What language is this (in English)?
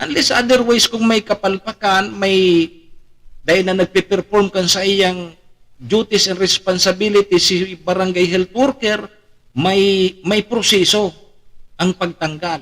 Bikol